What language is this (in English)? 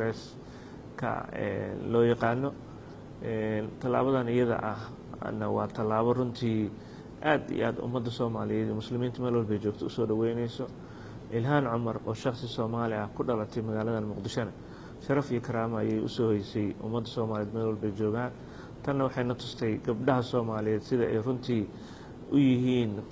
Somali